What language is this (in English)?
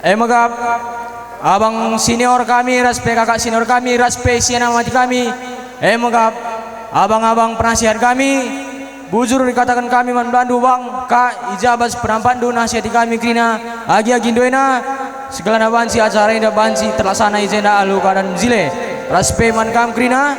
Batak Karo